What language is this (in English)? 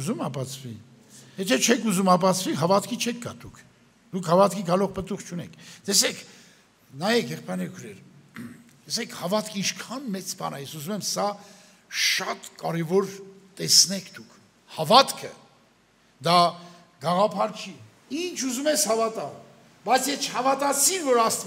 Armenian